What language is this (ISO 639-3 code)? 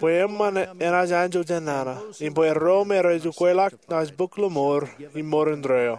mah